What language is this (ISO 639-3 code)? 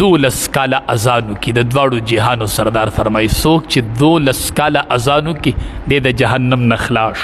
pus